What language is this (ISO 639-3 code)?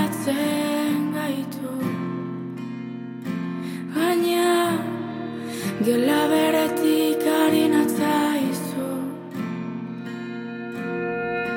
eus